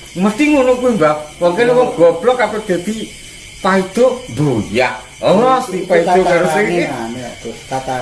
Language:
Javanese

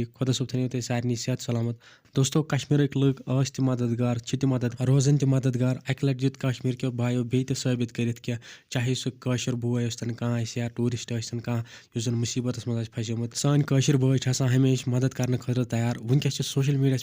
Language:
Kashmiri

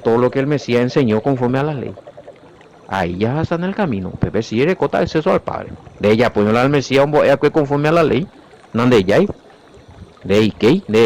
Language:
Guarani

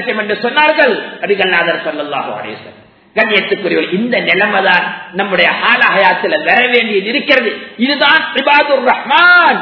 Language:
Tamil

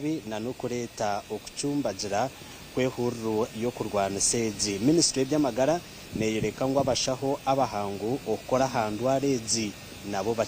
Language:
Nyankole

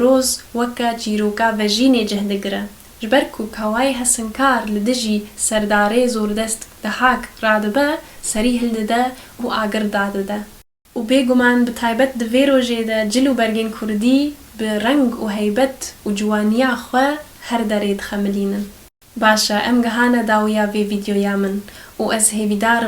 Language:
Kurdish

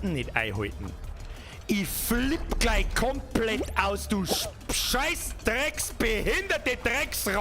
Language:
Bavarian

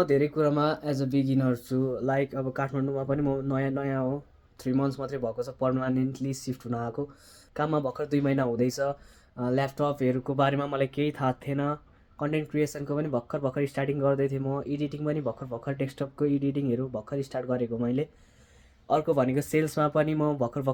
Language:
Nepali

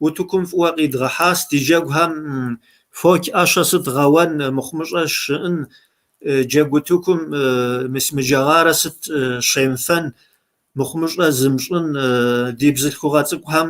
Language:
Kabardian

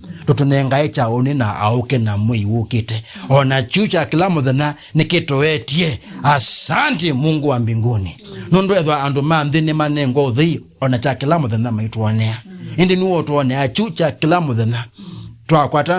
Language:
Kamba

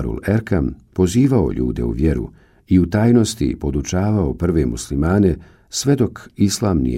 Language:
Bosnian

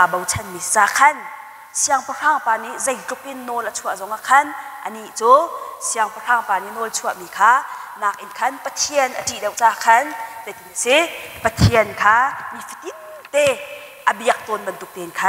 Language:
Hakha Chin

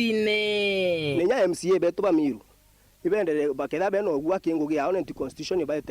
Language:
Meru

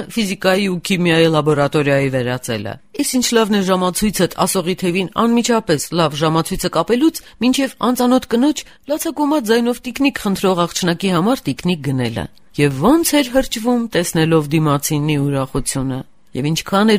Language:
Armenian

